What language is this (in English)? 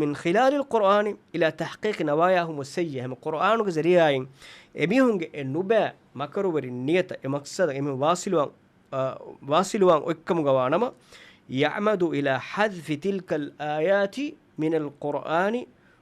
Divehi